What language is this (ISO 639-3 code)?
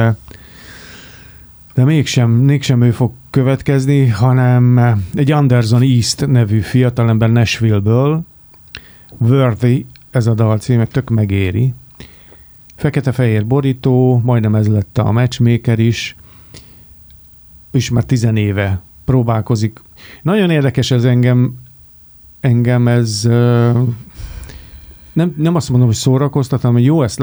hun